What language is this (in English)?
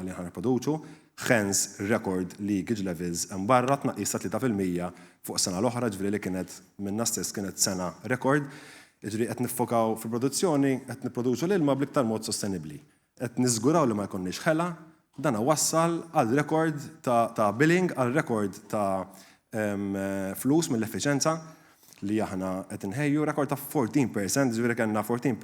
Maltese